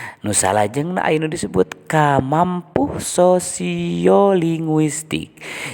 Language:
Sundanese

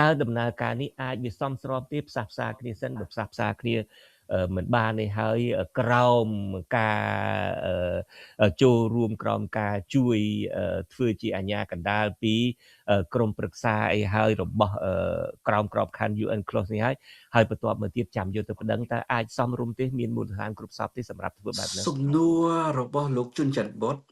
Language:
Khmer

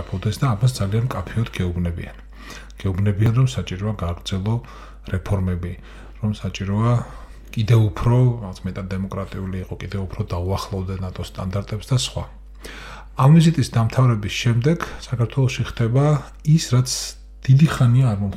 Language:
Georgian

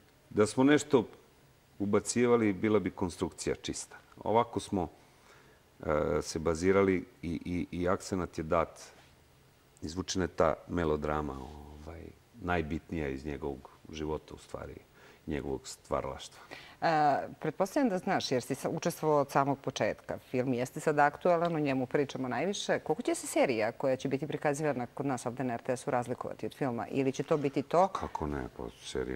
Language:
Serbian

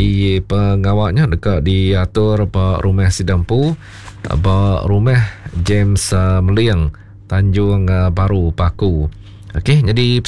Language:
Iban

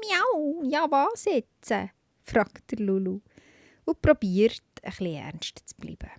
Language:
Swiss German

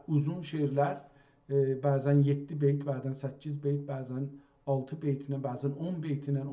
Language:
South Azerbaijani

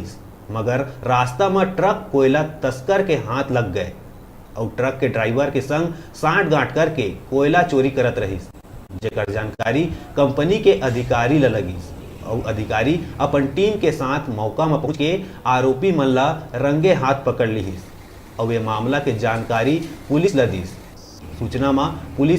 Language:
Chhattisgarhi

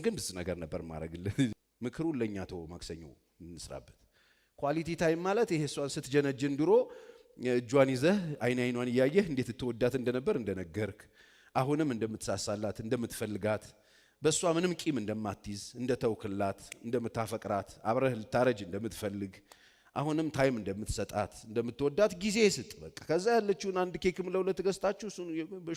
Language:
Amharic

